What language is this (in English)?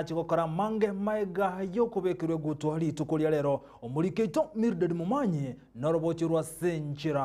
Gusii